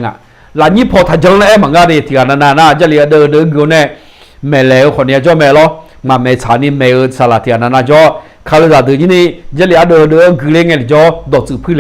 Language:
Akha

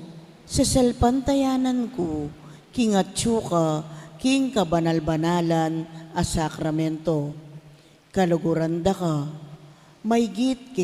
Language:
Pampanga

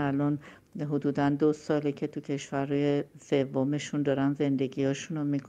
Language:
Persian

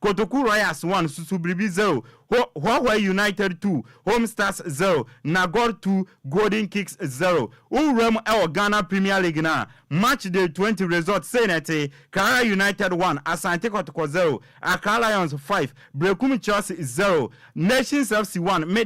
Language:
Akan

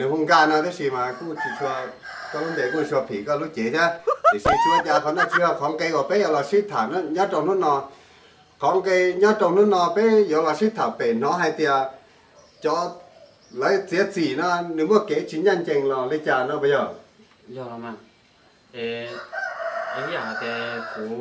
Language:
Hmong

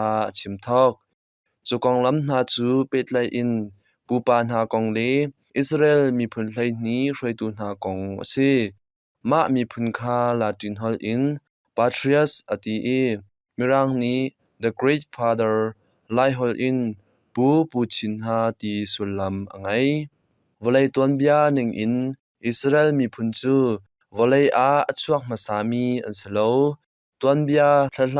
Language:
Hakha Chin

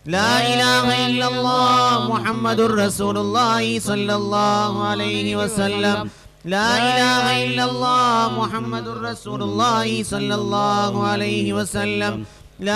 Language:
Arabic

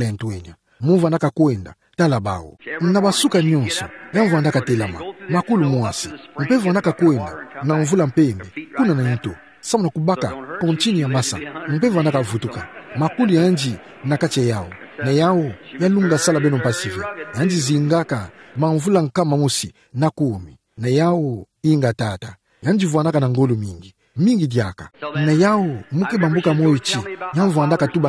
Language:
Kituba (Democratic Republic of Congo)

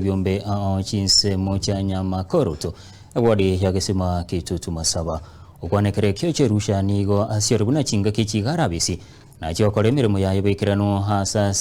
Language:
Gusii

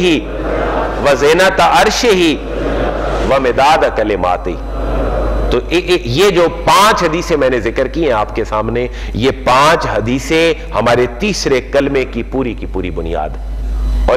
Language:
Urdu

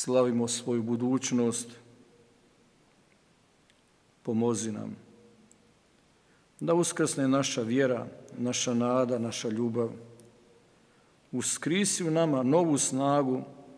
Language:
Croatian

